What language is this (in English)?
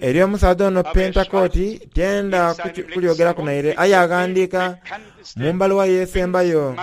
Soga